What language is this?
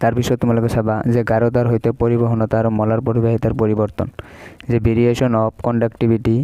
Assamese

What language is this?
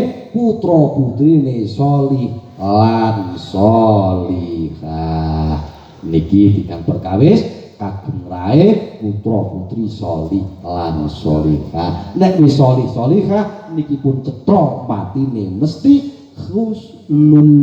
Javanese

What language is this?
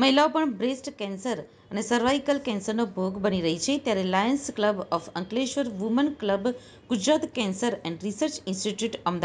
Gujarati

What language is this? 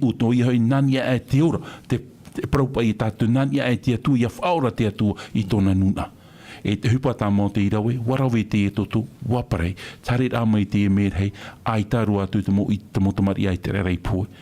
Tahitian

